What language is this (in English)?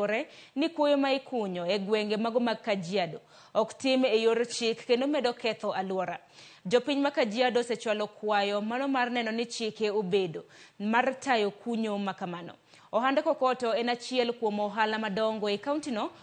Luo (Kenya and Tanzania)